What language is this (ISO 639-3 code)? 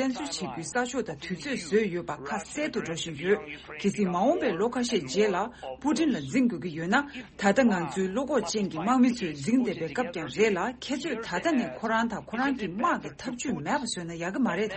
bod